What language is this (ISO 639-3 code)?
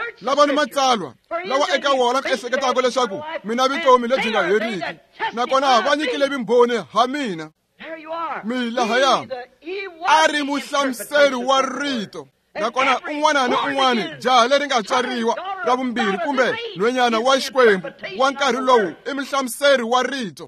tso